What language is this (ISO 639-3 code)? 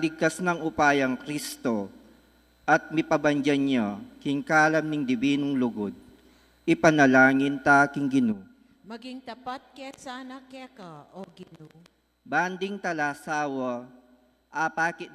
pam